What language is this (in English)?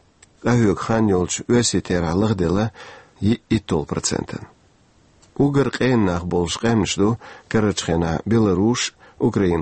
Chechen